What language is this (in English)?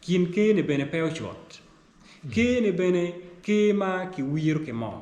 Acoli